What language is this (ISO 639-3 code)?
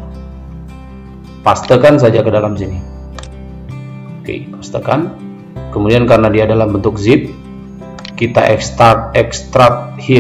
ind